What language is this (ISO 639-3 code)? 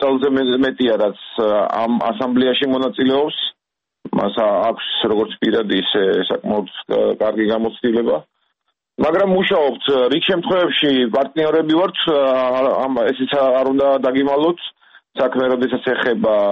kat